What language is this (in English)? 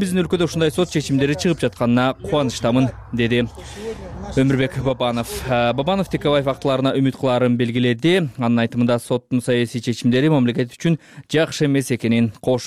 Kyrgyz